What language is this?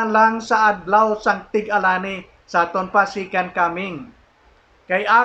Hiligaynon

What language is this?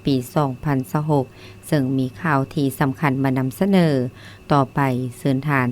Lao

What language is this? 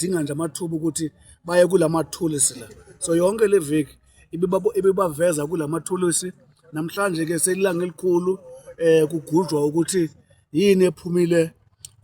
Zulu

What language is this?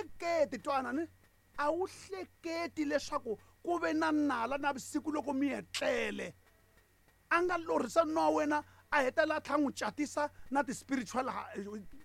Tsonga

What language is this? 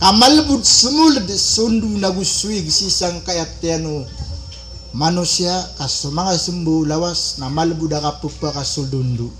Maranao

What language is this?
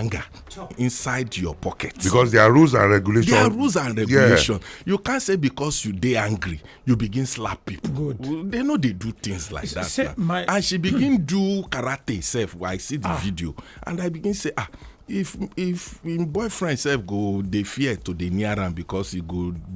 Nigerian Pidgin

